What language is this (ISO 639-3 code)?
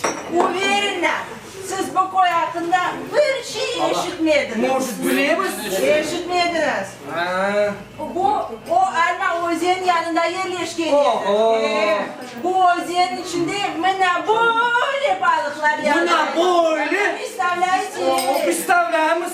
crh